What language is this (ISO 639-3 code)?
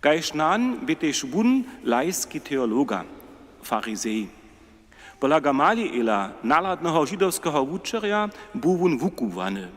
hsb